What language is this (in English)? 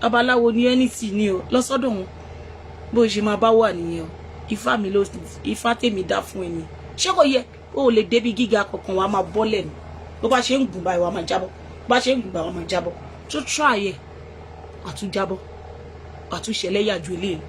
Yoruba